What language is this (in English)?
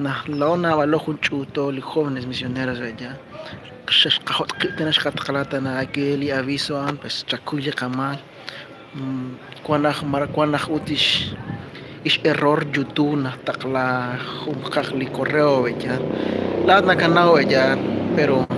Kekchí